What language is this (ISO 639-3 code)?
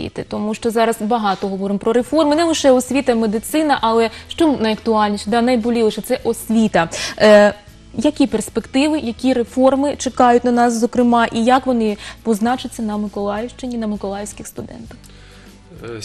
ukr